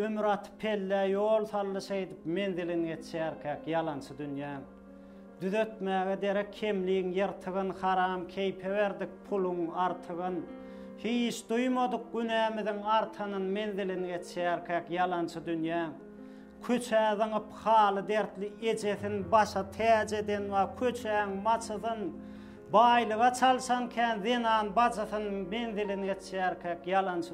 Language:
Turkmen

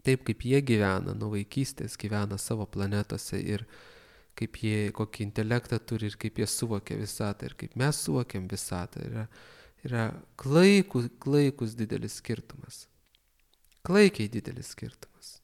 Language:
Lithuanian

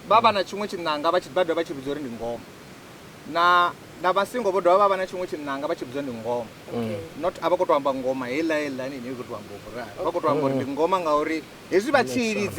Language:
Venda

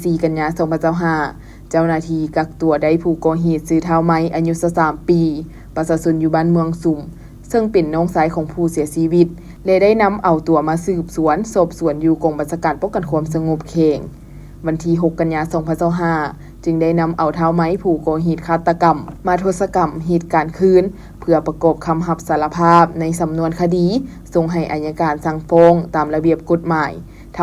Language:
Lao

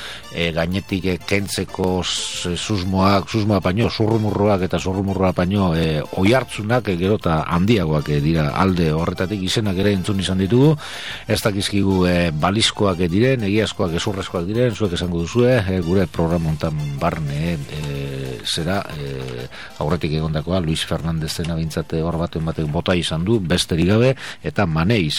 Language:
Basque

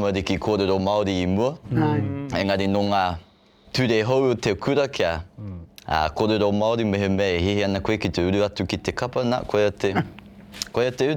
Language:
Māori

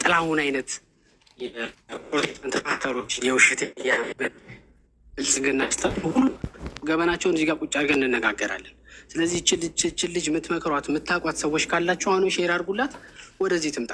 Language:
Amharic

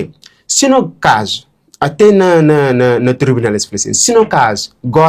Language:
Kabuverdianu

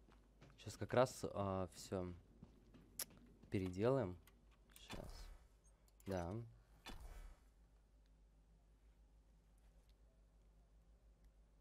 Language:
Russian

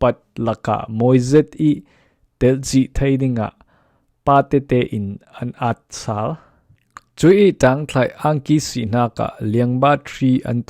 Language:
Falam Chin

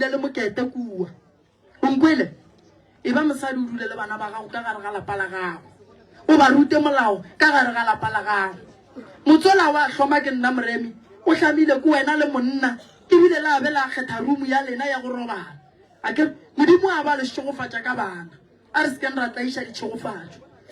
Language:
Northern Sotho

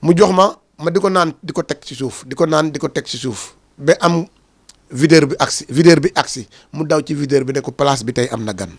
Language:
Wolof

